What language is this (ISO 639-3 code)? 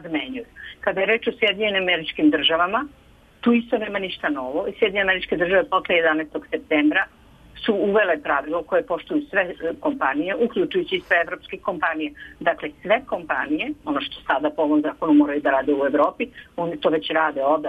srp